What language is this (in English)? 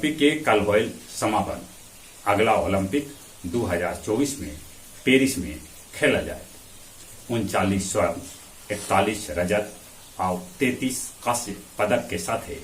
Magahi